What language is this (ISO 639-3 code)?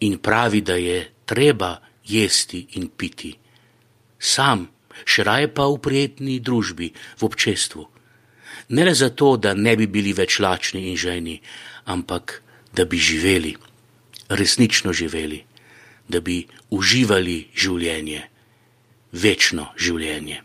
slv